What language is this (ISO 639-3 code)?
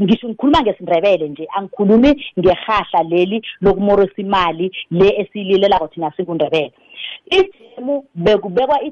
nbl